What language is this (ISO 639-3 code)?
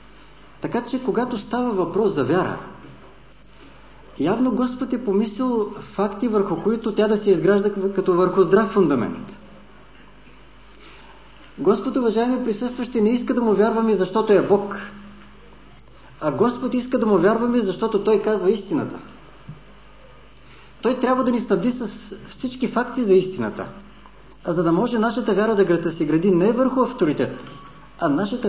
bul